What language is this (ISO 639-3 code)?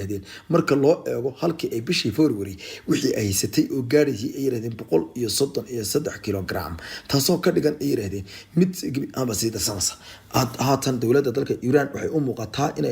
som